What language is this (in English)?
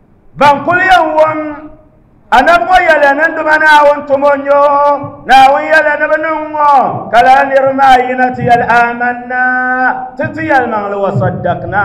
Dagbani